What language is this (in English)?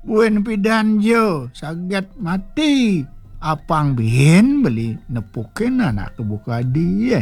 Balinese